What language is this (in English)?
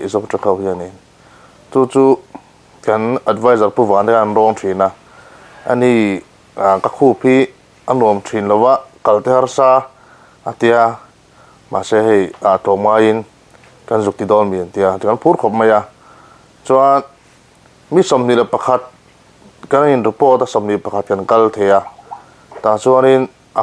Mizo